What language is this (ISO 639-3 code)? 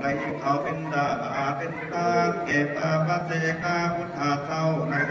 khb